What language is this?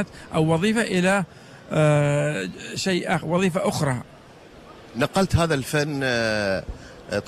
Gulf Arabic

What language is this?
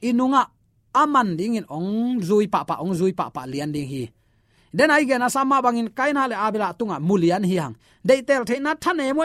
Tedim Chin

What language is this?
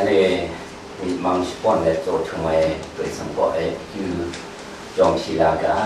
Kachin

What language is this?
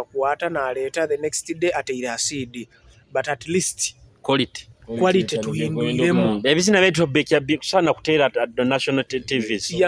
Nyoro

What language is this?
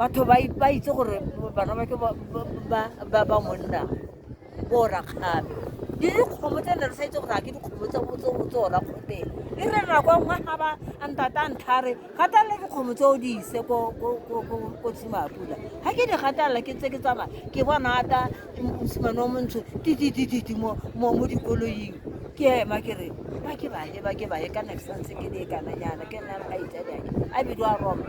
Tswana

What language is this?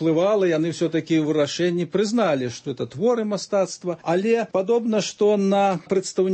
Belarusian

